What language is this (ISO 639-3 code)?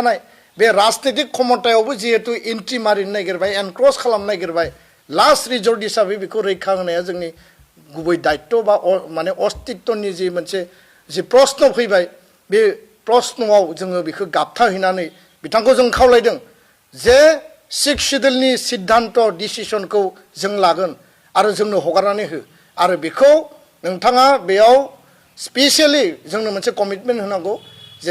brx